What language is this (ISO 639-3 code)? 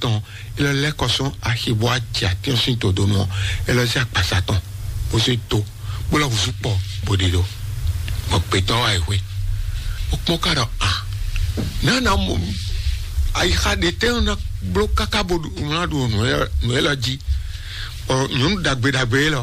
fon